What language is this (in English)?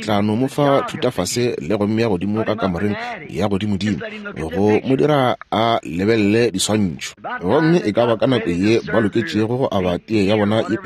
Northern Sotho